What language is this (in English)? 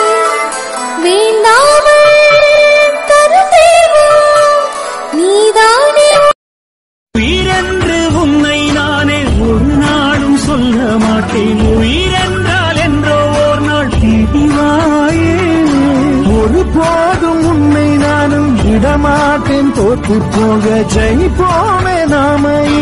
Tamil